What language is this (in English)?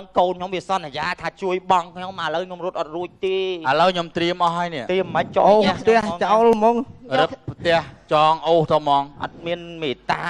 Khmer